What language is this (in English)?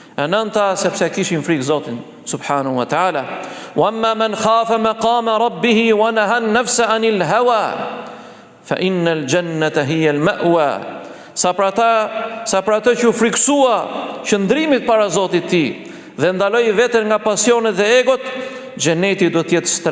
Albanian